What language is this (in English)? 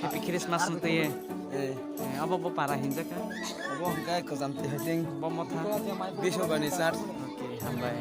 Kok Borok